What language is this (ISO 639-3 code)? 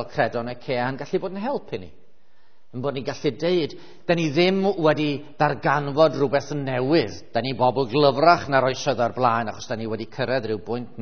cym